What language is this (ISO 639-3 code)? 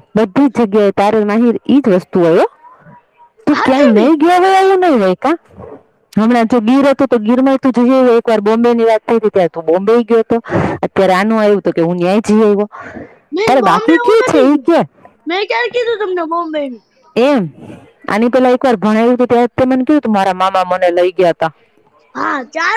guj